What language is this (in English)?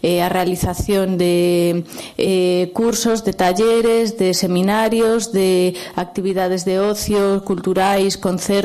Galician